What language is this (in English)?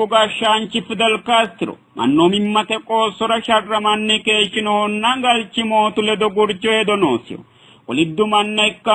Sidamo